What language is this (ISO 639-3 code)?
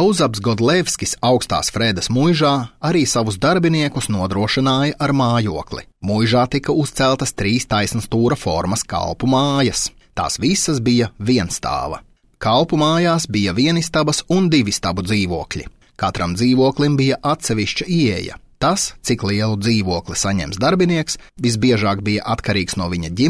lav